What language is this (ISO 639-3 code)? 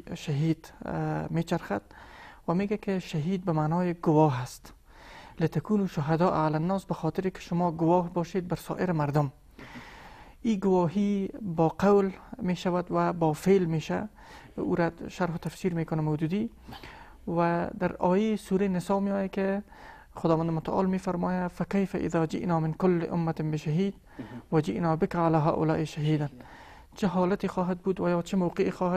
fas